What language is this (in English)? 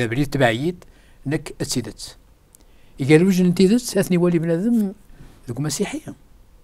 Kabyle